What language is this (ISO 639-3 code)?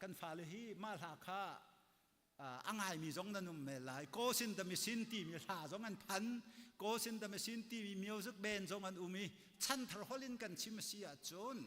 cnh